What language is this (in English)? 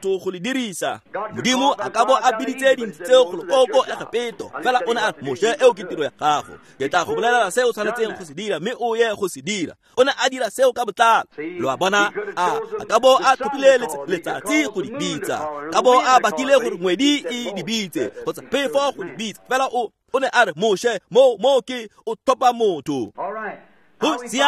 Tswana